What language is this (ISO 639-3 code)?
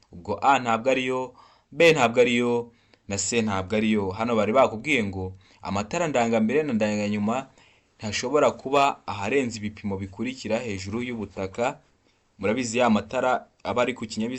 kin